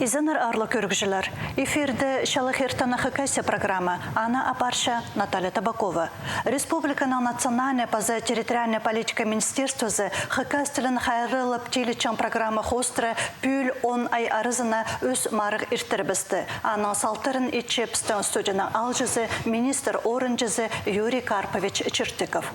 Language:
Khakas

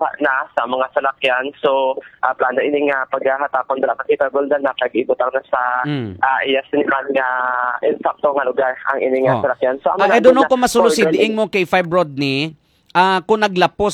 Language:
Hiligaynon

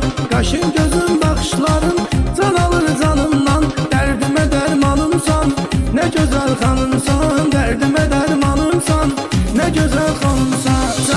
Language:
Turkish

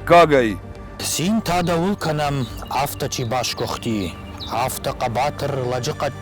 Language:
Ossetic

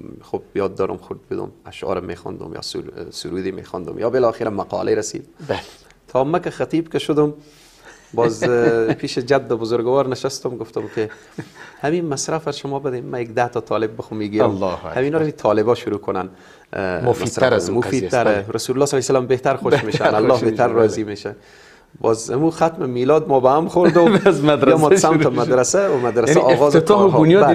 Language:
Persian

